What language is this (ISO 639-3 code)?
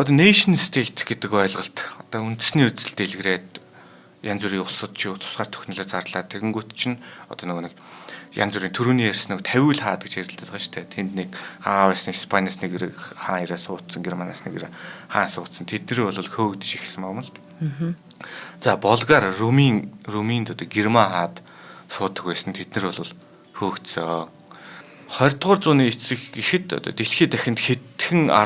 mon